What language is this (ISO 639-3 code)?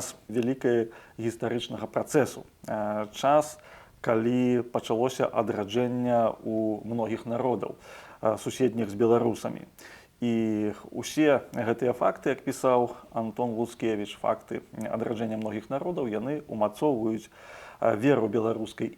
bel